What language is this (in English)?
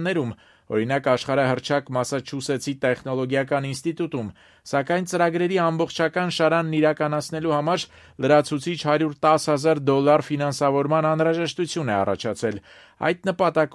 Armenian